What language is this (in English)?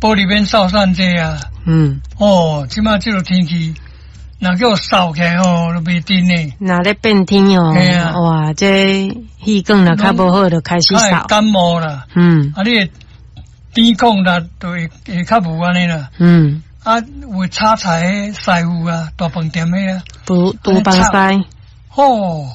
Min Nan Chinese